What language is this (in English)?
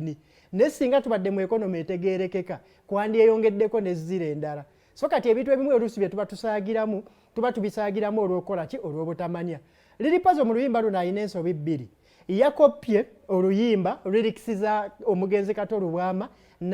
Ganda